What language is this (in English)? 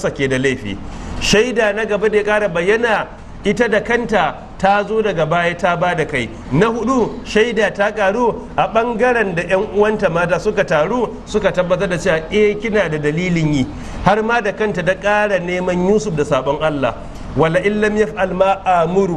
Hausa